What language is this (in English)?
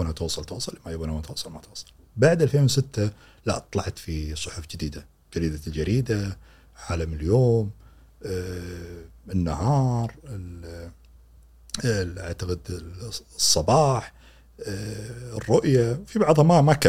Gulf Arabic